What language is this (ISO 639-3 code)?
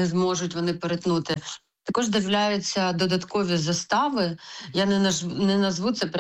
ukr